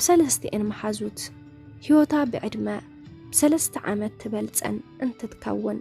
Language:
Tigrinya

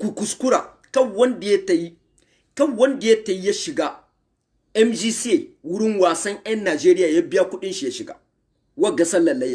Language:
Hausa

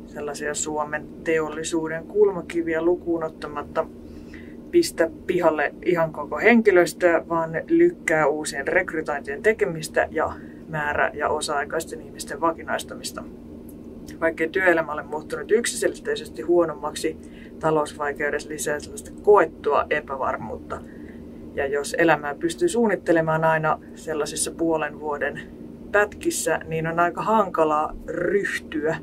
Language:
Finnish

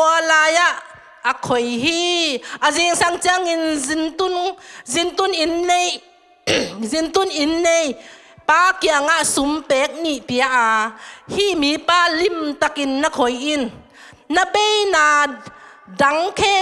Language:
Tedim Chin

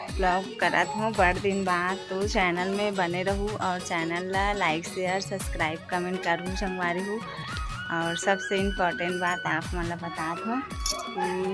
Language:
Chhattisgarhi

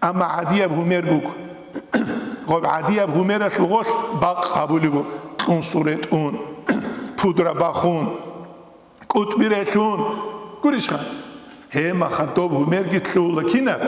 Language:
Avaric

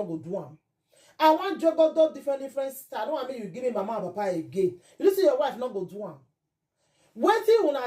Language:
Nigerian Pidgin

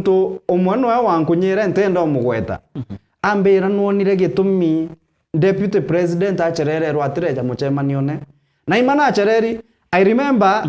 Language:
Meru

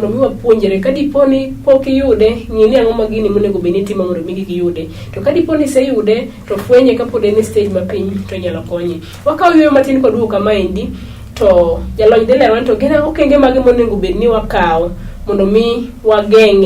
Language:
Luo (Kenya and Tanzania)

